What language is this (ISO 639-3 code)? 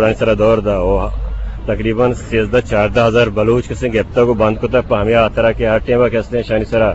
bgp